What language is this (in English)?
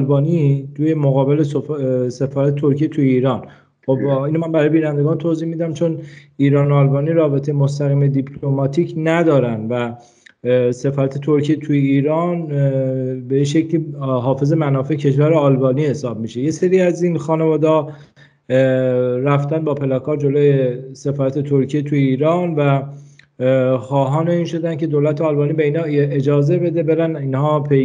Persian